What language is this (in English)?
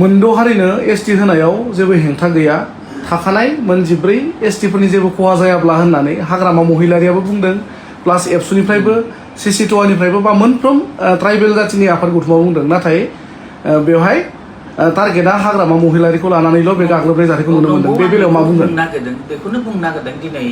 Bodo